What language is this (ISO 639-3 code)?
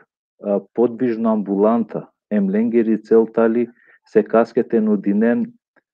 rmn